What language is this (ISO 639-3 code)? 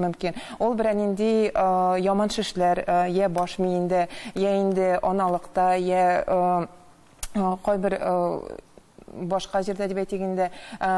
tat